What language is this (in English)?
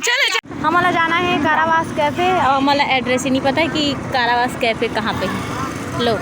Chhattisgarhi